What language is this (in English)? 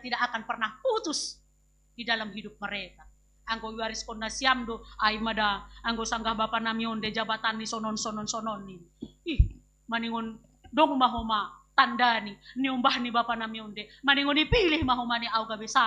Batak Simalungun